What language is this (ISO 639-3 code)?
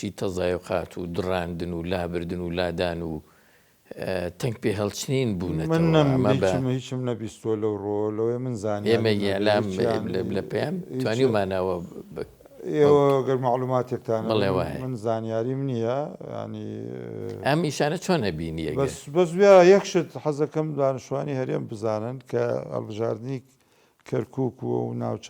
ckb